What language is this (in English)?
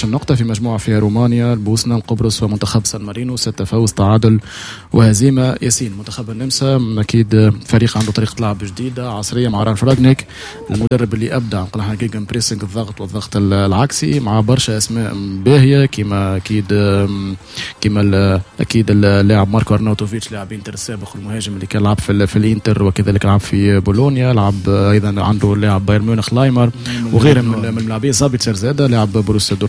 Tunisian Arabic